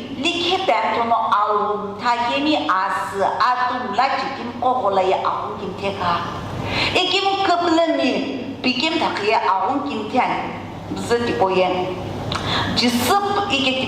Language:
Sumi Naga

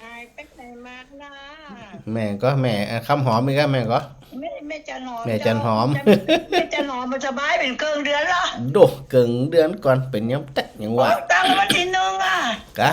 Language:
Northern Thai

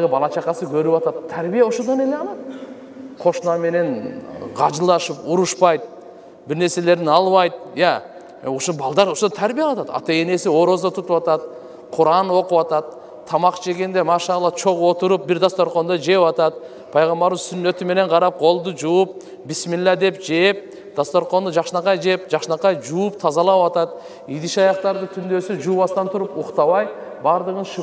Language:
Kyrgyz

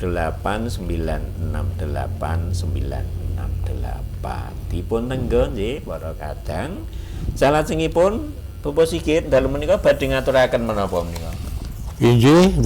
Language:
Javanese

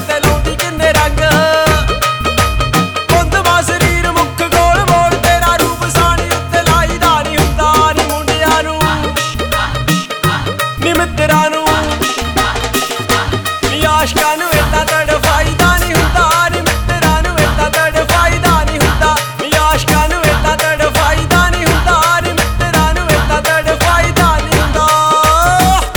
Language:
Punjabi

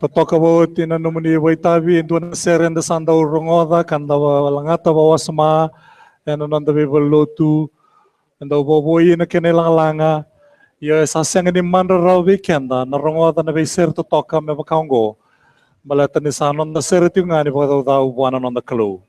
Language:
Fijian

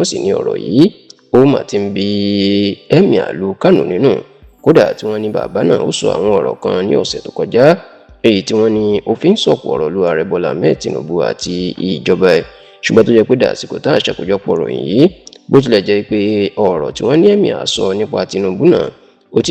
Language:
Yoruba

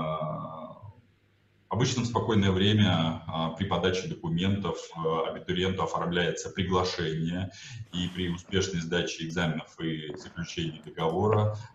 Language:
Russian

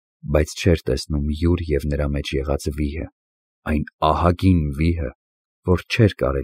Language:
Armenian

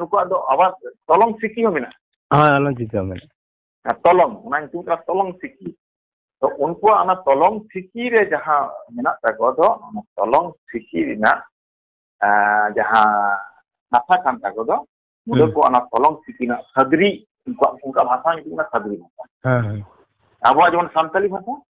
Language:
Santali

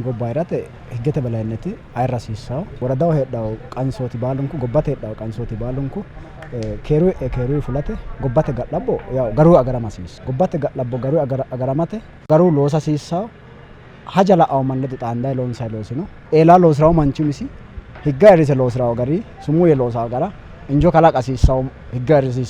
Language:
Sidamo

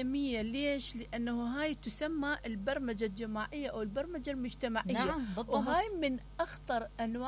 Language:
Mesopotamian Arabic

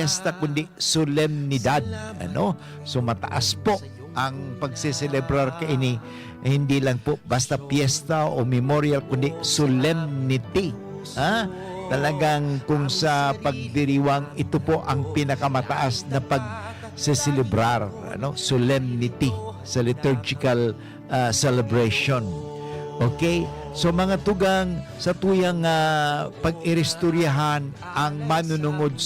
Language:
Bikol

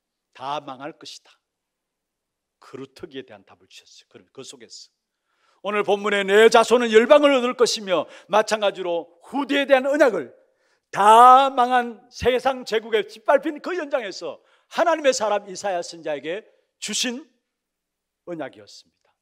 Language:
Korean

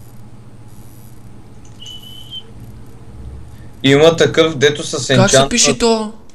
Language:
Bulgarian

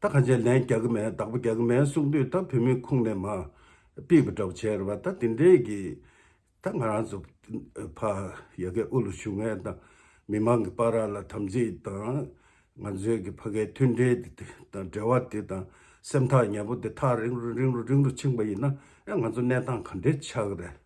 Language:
Tibetan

